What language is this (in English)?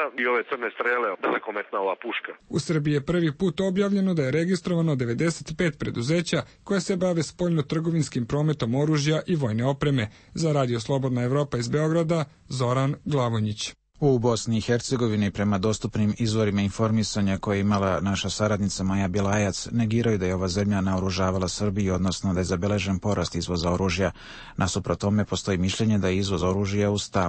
Serbian